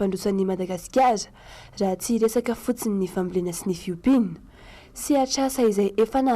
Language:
Malagasy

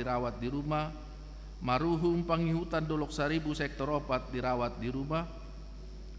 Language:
Batak Toba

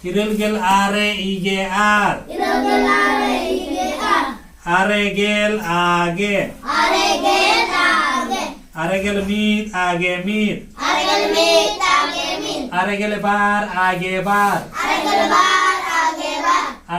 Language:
Santali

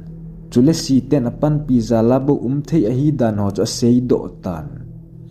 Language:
Thado Chin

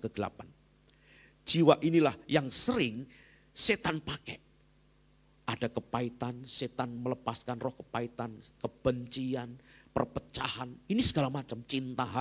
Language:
Indonesian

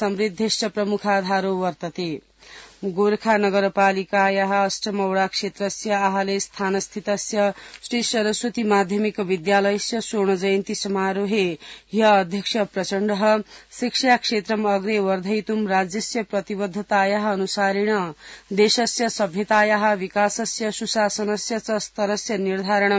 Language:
Sanskrit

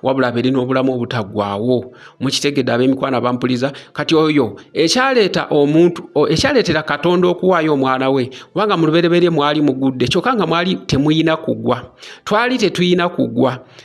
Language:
Ganda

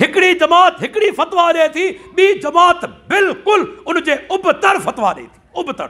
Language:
Sindhi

